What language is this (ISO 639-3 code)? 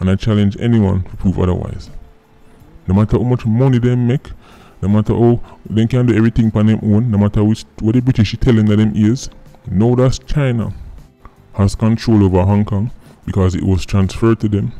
jam